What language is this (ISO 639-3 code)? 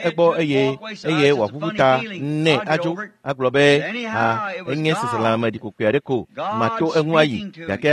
ewe